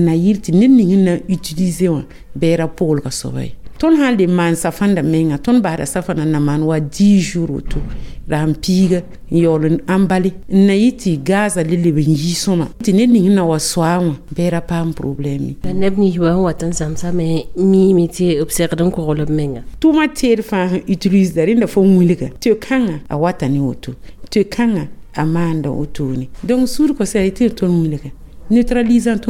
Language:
Mossi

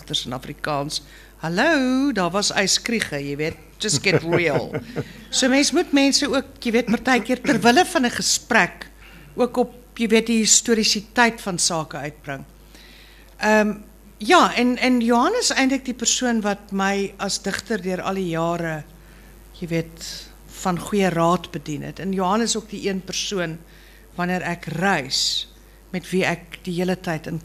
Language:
Afrikaans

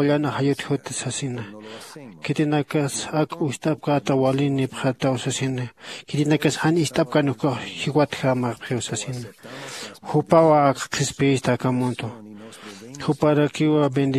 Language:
Aymara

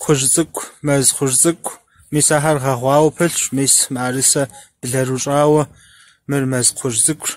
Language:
Kabardian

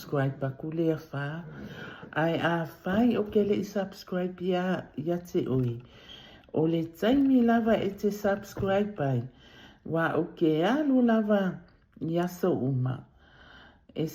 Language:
Samoan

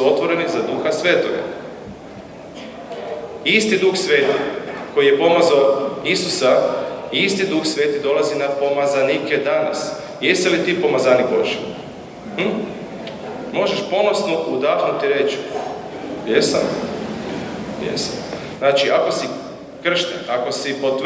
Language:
Croatian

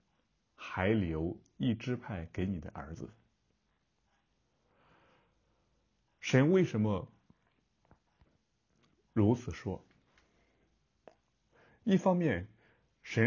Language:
Chinese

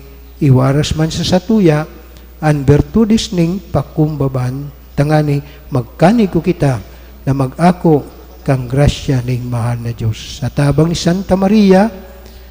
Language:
Bikol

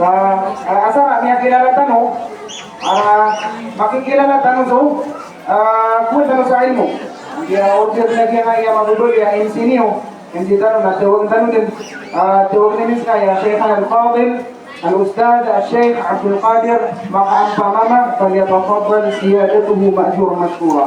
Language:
Maranao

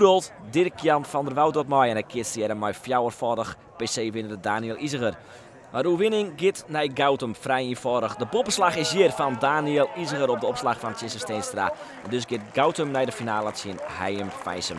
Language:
Western Frisian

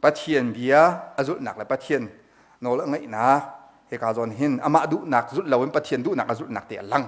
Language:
Hakha Chin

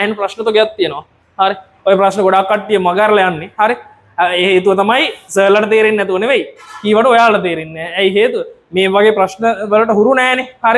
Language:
Sinhala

